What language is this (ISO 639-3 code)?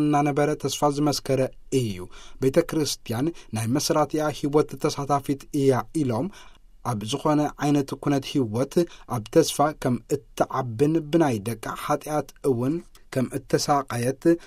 tir